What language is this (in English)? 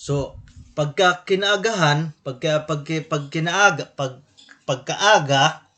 Waray